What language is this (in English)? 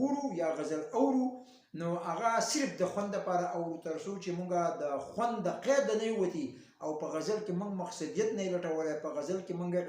Pashto